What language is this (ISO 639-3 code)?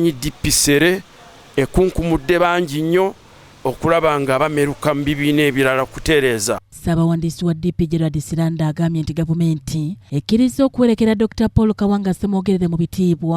lug